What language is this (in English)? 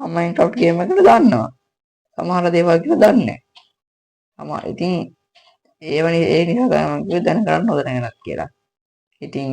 Sinhala